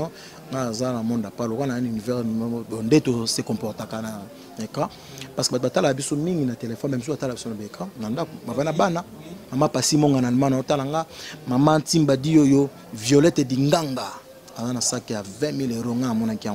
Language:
Lingala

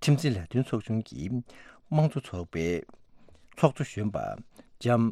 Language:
Tibetan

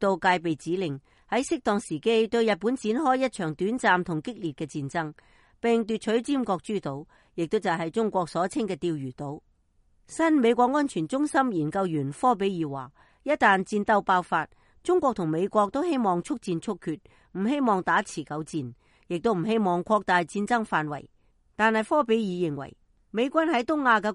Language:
Cantonese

